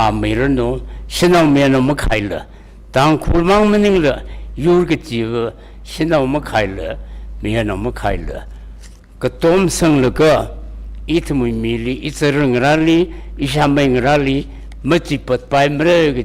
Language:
Tangkhul Naga (India)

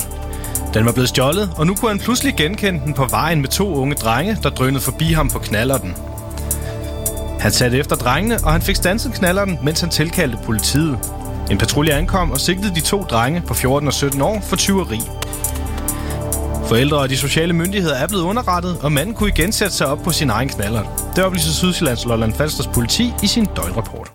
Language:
Danish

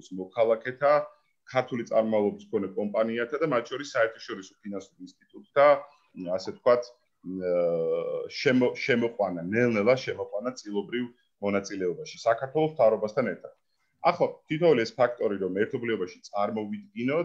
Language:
Georgian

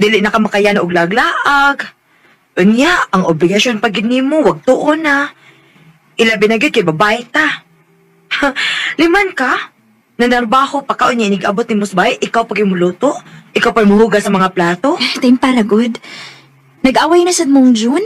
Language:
Cebuano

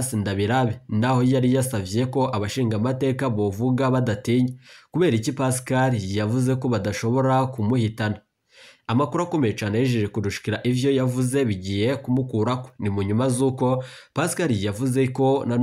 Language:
Rundi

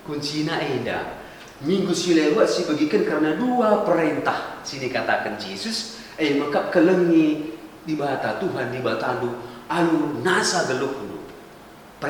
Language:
Batak Karo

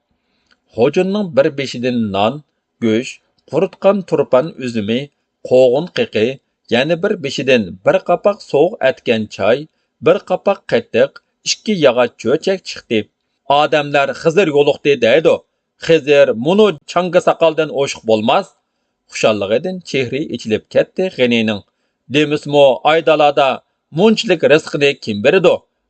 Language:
Uyghur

